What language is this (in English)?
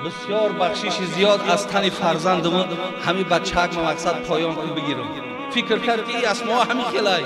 Tajik